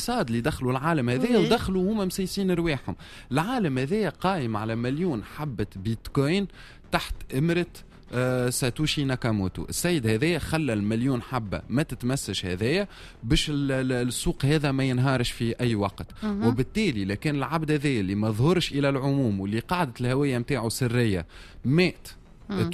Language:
Tunisian Arabic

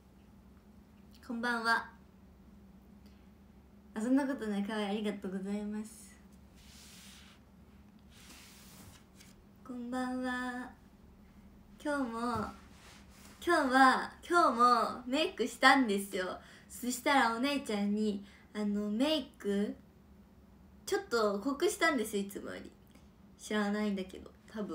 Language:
Japanese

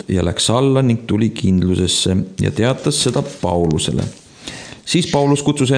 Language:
Estonian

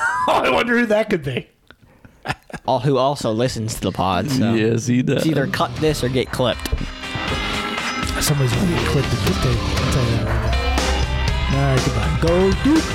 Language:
English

